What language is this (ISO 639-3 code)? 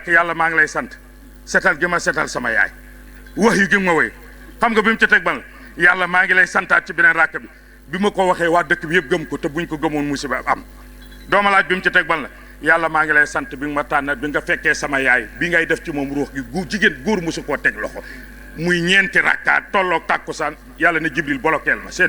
wol